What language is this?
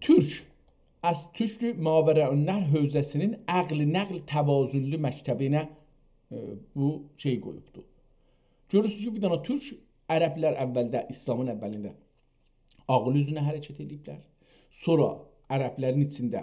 South Azerbaijani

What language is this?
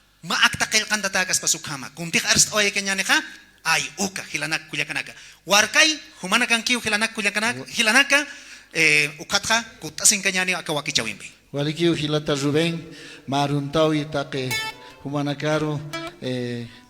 Aymara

